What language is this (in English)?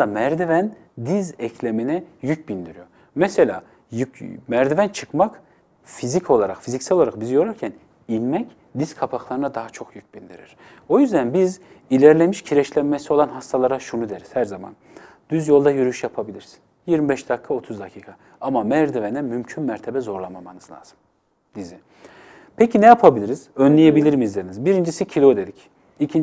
Turkish